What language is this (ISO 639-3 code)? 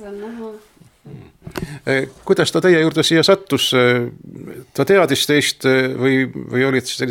est